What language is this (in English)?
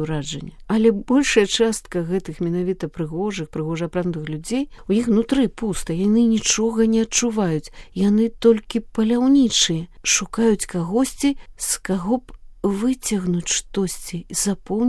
Belarusian